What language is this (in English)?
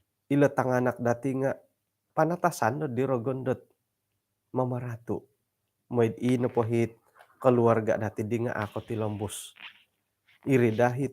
Central Dusun